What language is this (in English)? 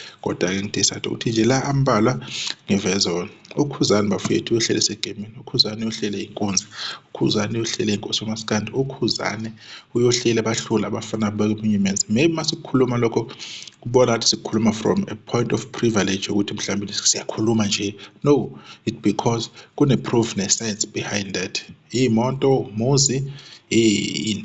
Zulu